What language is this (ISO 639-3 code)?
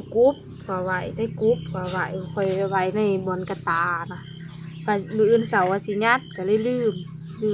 tts